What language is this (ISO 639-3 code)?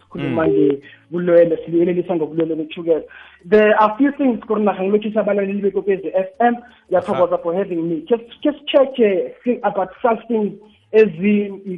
nbl